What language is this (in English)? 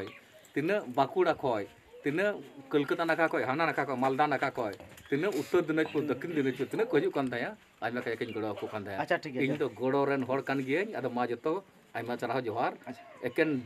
Santali